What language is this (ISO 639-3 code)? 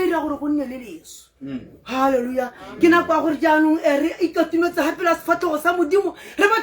tsn